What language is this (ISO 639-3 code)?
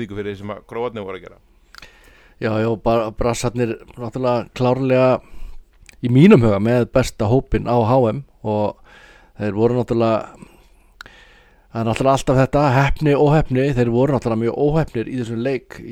isl